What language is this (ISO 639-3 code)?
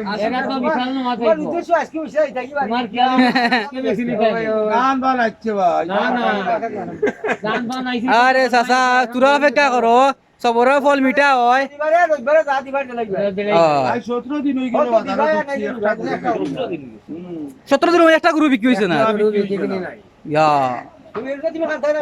syl